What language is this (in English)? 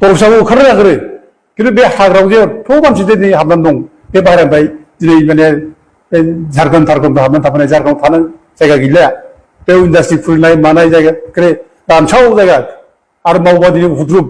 Bodo